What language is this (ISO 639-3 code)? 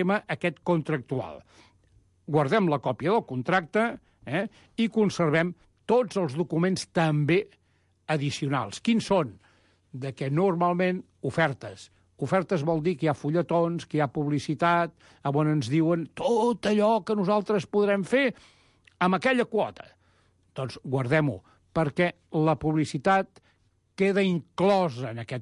cat